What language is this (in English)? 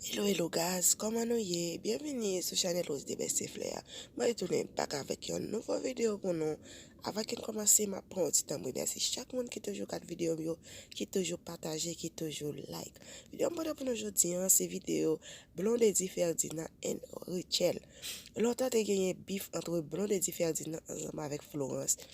Haitian Creole